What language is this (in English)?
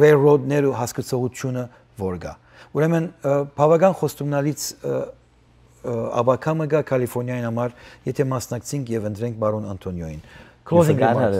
Western Armenian